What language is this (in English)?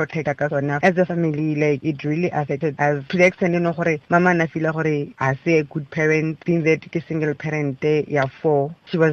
Tswana